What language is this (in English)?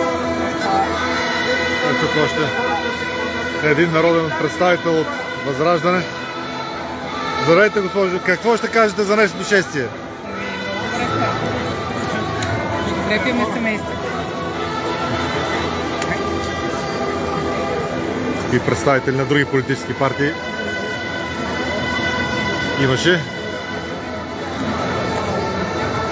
Bulgarian